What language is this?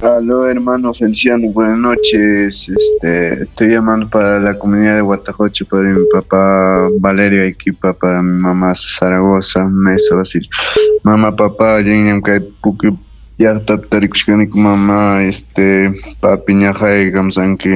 Ayacucho Quechua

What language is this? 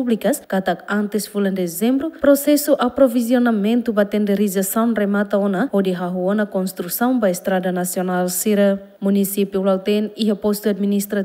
Tetum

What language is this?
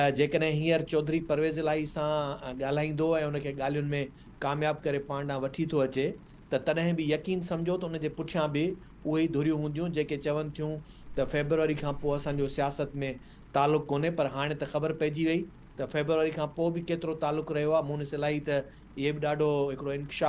Sindhi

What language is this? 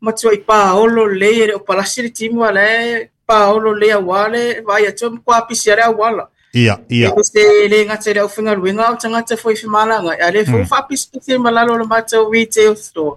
Samoan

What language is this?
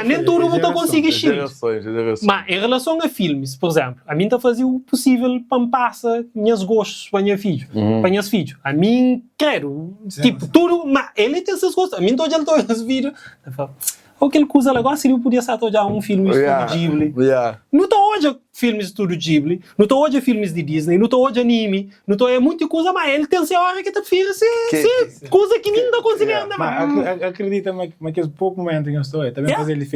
Kabuverdianu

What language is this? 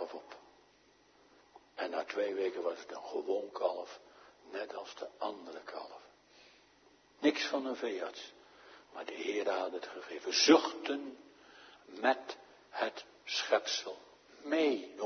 Dutch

